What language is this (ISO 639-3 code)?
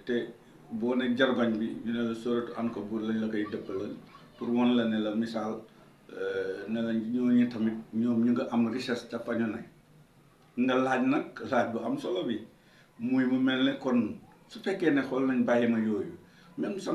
wol